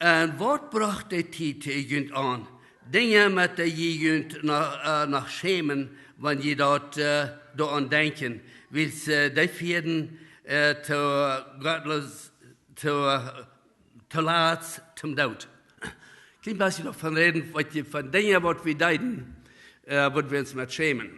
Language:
Plautdietsch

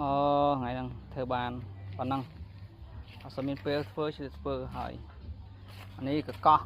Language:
Khmer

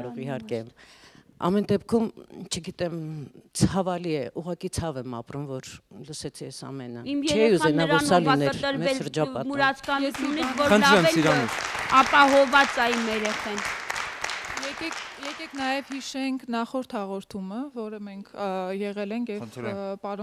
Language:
Armenian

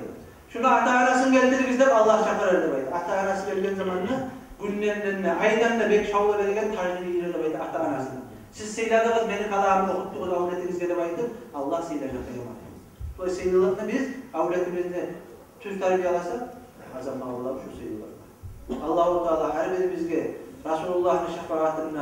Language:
Kumyk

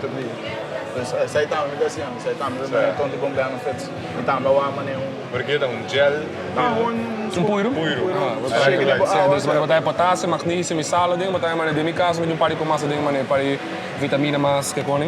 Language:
Papiamento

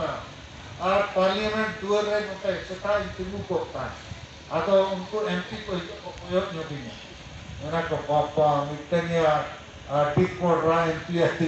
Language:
Santali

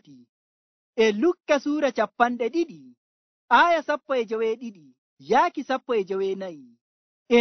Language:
Nigerian Fulfulde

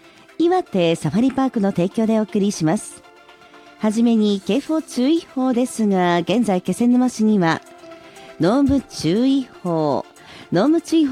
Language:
Japanese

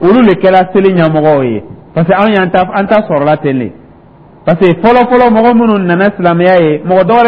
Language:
Dyula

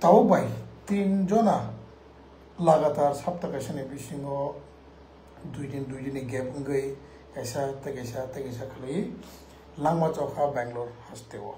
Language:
Riang (India)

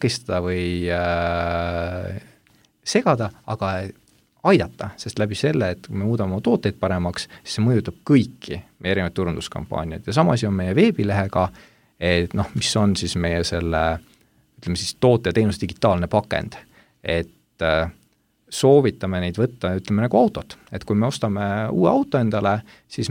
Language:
Estonian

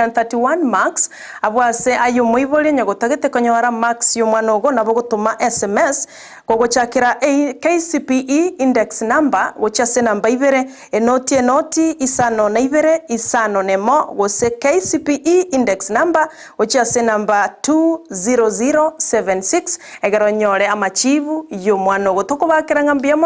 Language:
Gusii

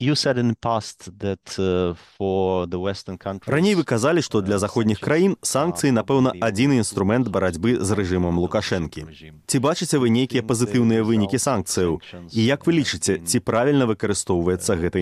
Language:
Belarusian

